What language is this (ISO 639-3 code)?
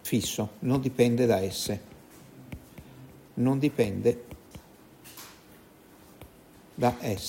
ita